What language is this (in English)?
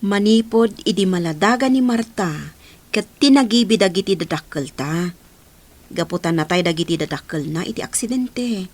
Iloko